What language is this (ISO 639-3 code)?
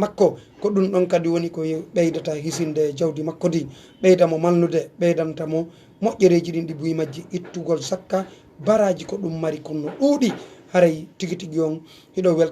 ful